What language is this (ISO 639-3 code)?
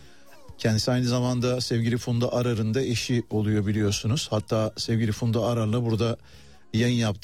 tur